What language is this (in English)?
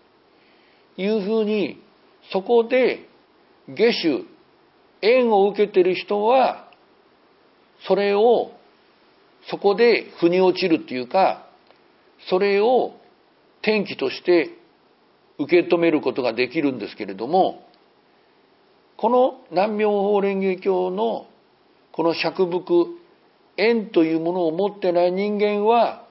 Japanese